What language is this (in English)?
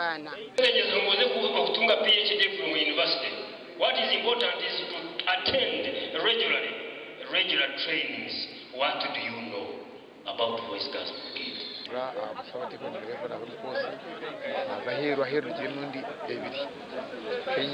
Nyankole